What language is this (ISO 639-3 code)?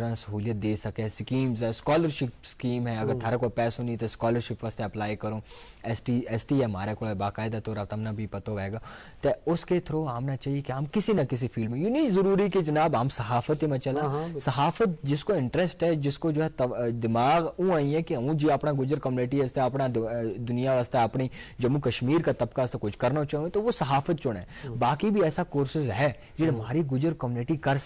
gju